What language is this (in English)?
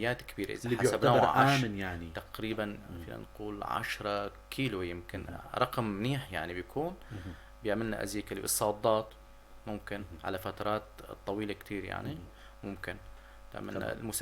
North Levantine Arabic